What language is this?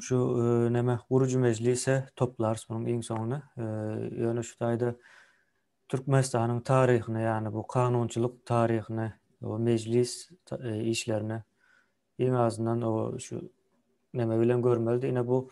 Turkmen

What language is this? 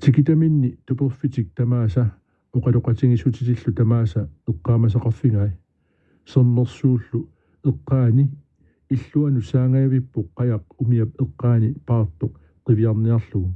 Kalaallisut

